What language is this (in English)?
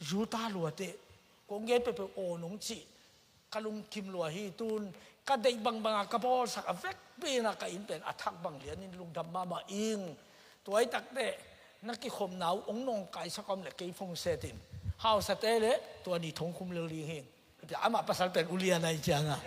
Tedim Chin